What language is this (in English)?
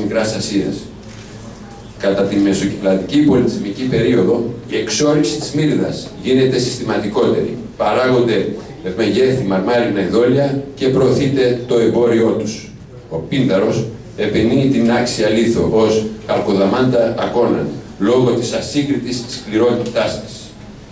Greek